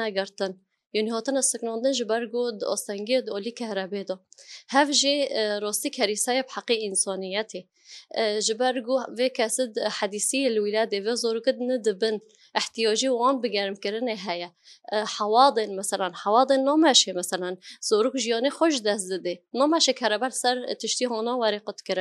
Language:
Kurdish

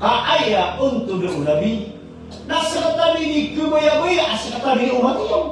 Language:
Maranao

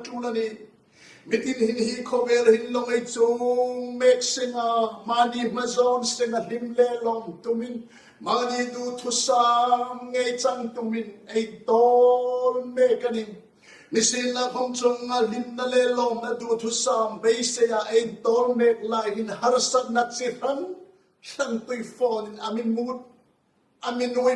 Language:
Hmar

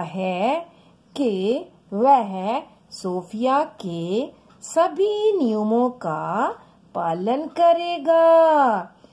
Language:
Hindi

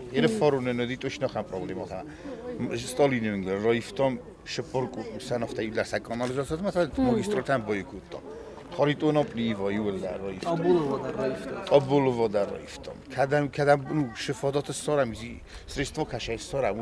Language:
Ossetic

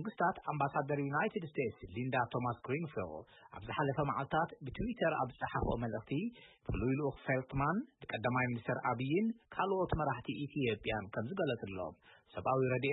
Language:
Tigrinya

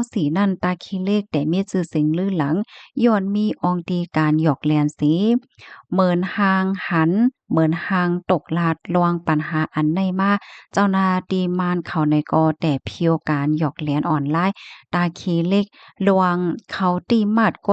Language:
Shan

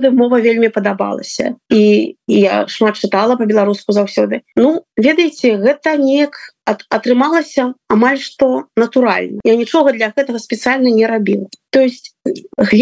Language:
Belarusian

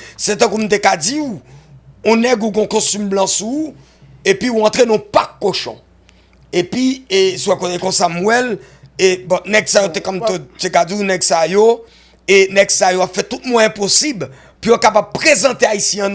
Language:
Haitian Creole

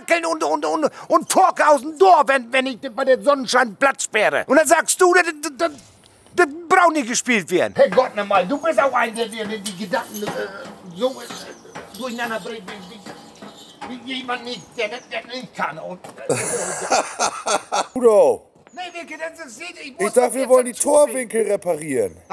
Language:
German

